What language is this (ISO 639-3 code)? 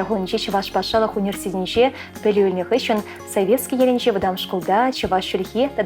chv